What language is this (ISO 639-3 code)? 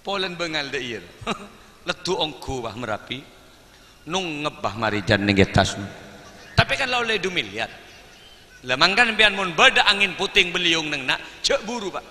mad